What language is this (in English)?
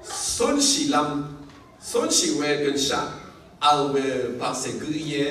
Rawang